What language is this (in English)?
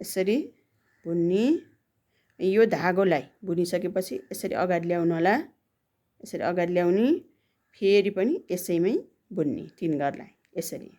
Nepali